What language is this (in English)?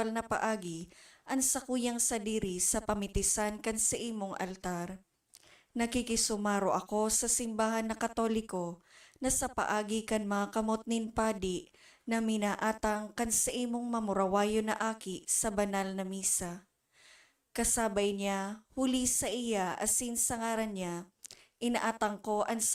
Bikol